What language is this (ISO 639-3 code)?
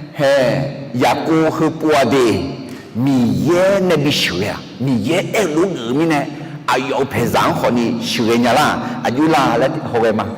ahk